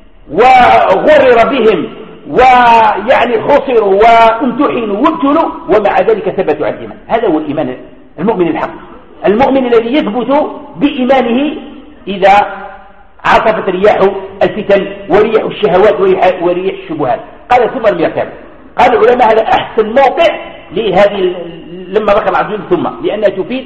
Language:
Arabic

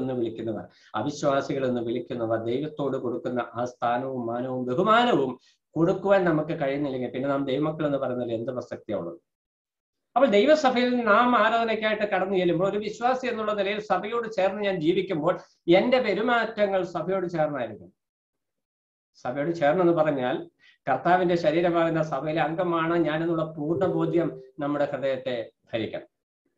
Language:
Malayalam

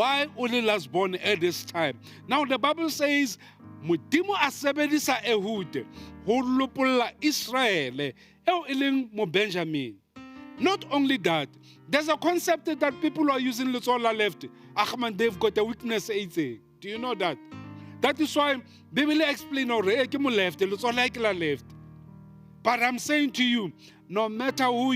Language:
Southern Sotho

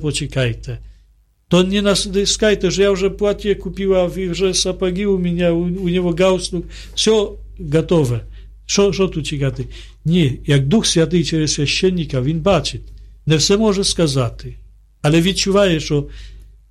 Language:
Ukrainian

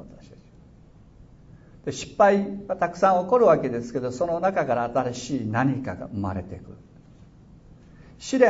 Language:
Japanese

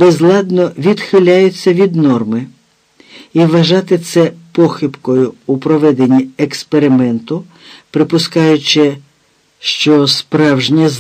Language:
Ukrainian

